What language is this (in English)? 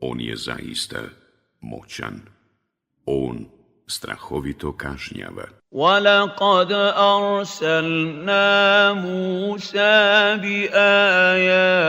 Bosnian